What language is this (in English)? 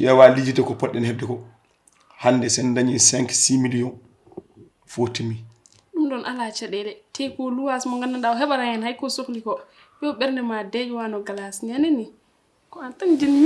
Fula